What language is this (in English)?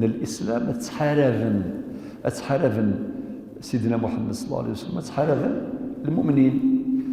Kabyle